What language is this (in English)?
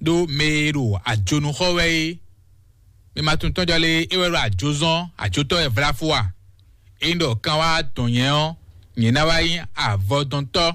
Fon